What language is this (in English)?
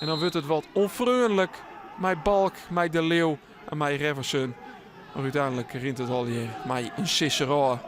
Western Frisian